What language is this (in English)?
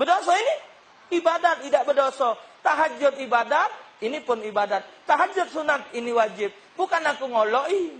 Musi